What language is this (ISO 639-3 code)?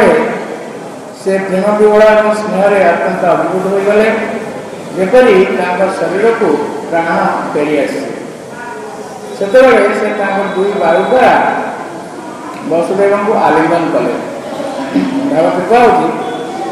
ori